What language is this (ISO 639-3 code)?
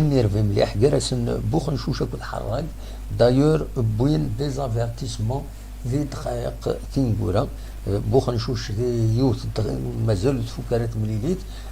kab